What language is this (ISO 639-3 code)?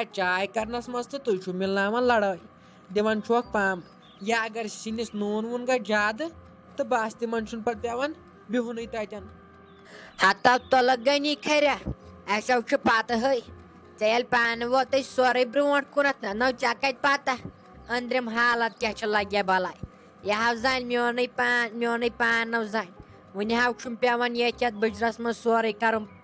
kas